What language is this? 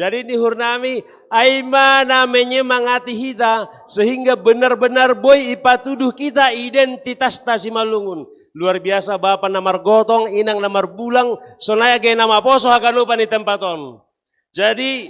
Batak Simalungun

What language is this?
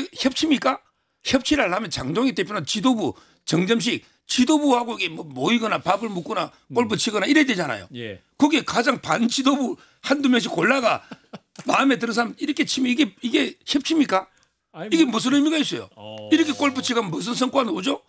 Korean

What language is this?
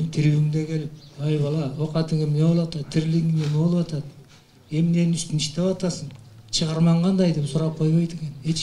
Kyrgyz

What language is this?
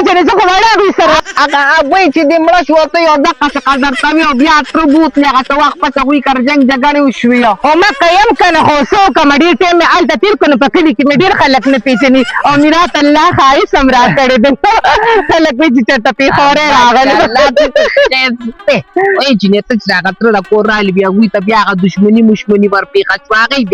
Pashto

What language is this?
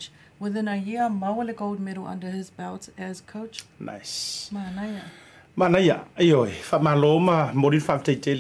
Samoan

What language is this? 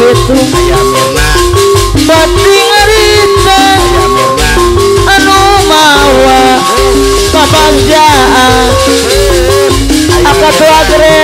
Sundanese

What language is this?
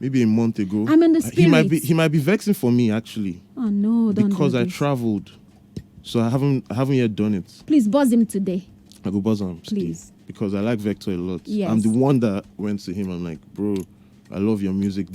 Nigerian Pidgin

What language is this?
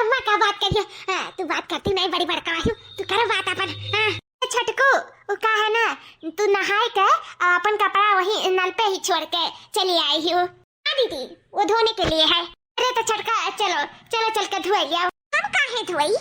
Awadhi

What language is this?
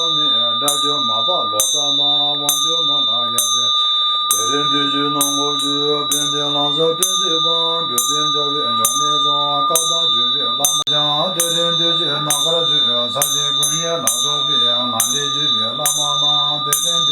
Tibetan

